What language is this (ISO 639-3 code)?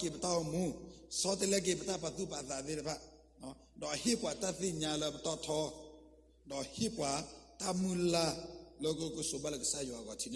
ksw